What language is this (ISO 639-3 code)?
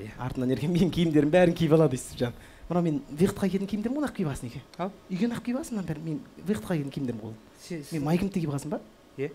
kaz